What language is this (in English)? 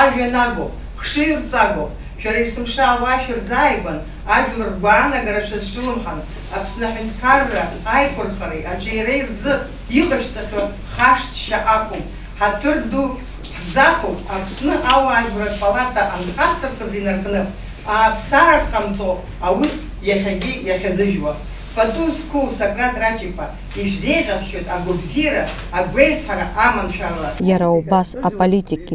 Abkhazian